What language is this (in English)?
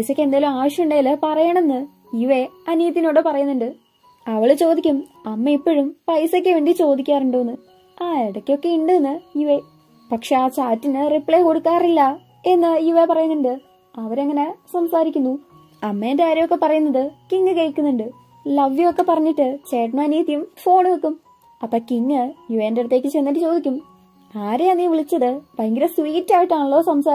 Malayalam